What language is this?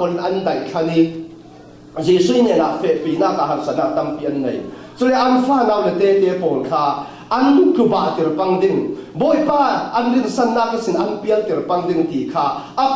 Falam Chin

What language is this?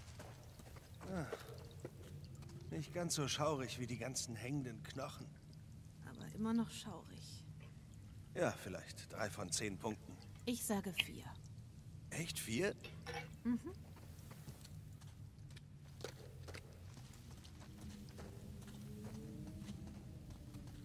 German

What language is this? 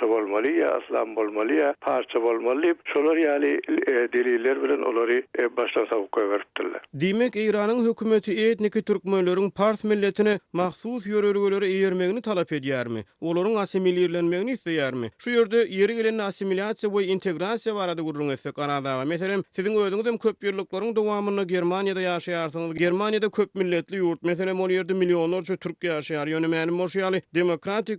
Turkmen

